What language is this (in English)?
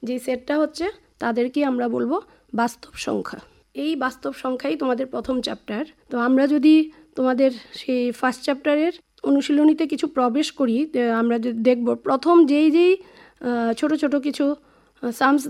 Bangla